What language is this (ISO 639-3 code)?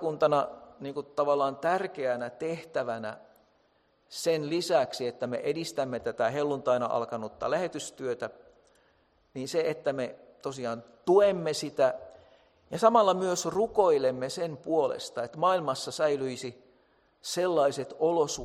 fin